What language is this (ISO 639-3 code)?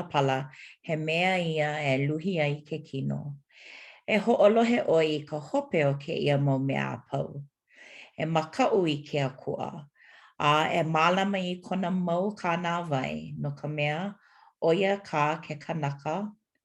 haw